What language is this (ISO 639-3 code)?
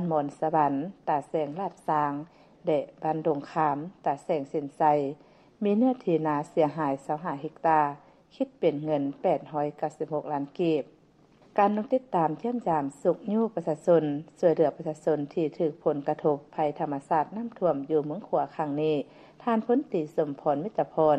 lao